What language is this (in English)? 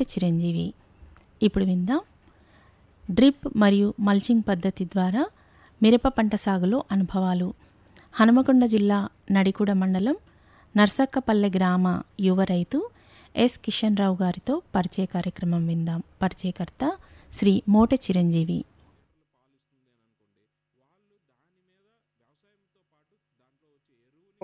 Telugu